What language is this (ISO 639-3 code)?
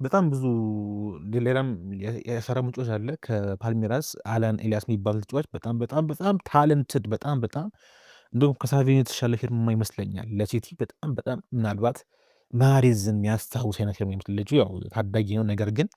amh